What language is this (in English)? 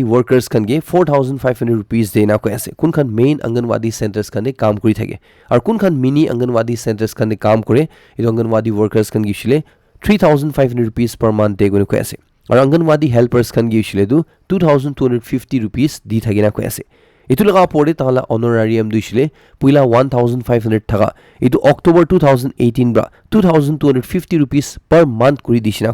Naga Pidgin